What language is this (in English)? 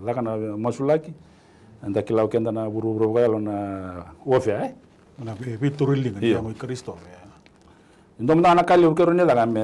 Fijian